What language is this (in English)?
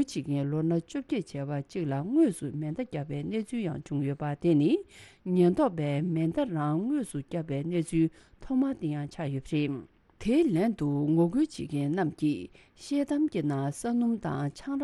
Tibetan